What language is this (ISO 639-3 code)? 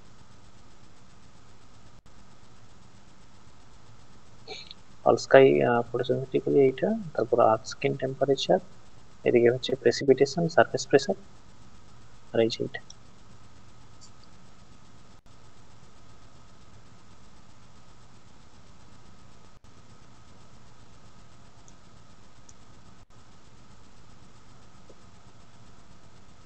ben